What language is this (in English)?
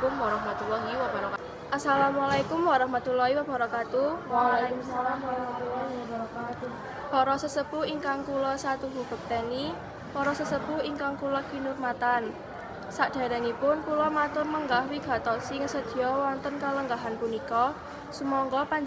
Javanese